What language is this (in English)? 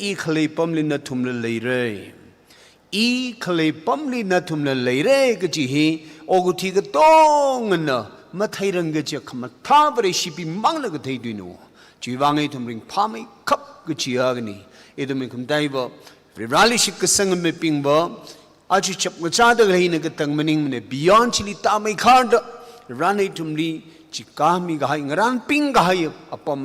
Tangkhul Naga (India)